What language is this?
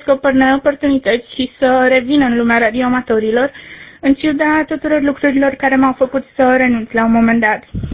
Romanian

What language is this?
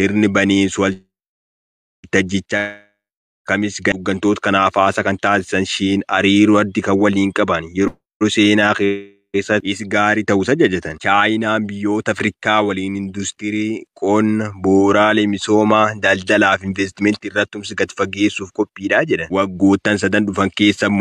Oromo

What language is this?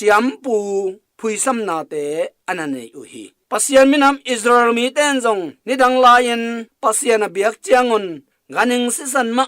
Tedim Chin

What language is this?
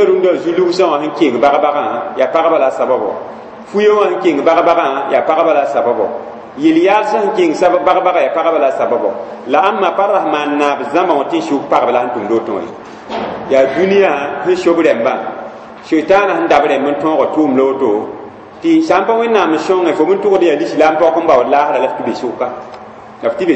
Mossi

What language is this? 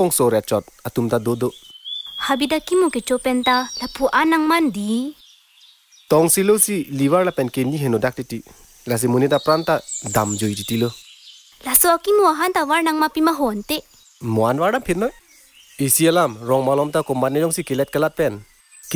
Karbi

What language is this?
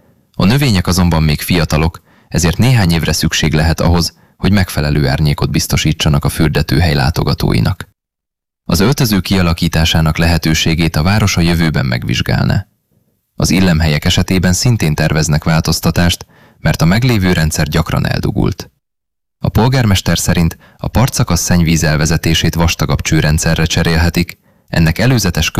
Hungarian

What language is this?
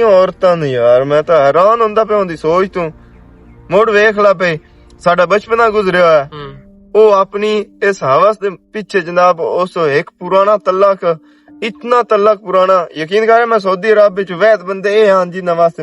Western Panjabi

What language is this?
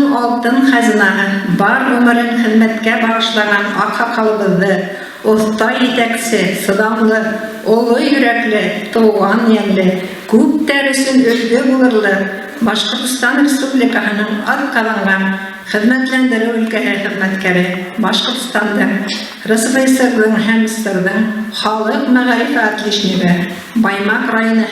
Bashkir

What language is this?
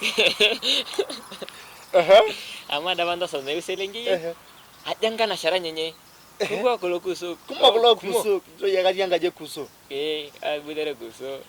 Masai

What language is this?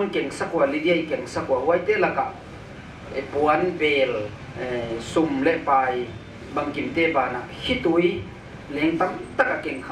Paite Chin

